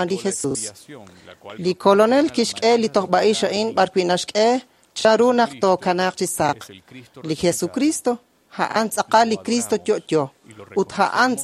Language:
Kekchí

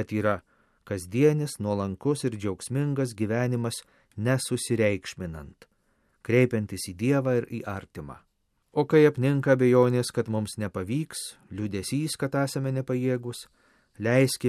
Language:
Lithuanian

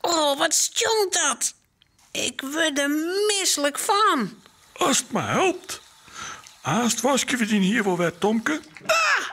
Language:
Western Frisian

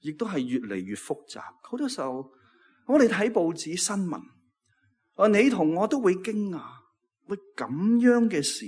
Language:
Cantonese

